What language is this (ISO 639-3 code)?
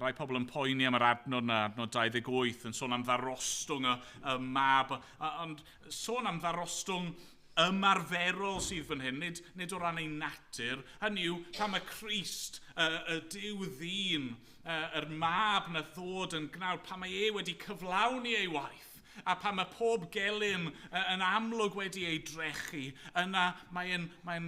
cym